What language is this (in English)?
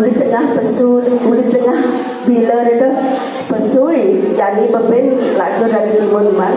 Balinese